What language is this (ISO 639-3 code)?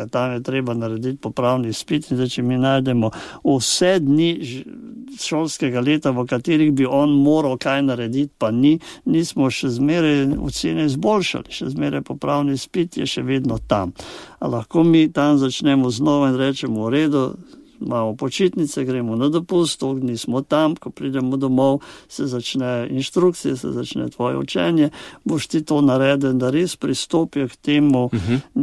slv